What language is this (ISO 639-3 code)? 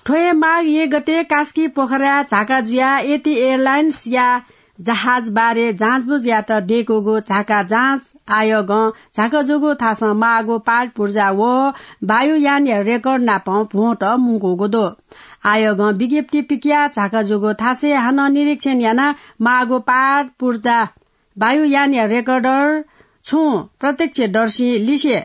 new